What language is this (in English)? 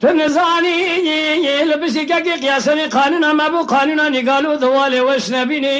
Kurdish